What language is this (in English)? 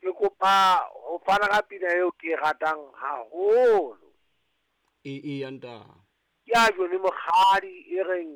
Southern Sotho